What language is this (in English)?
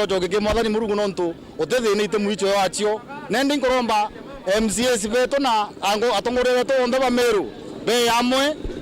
Meru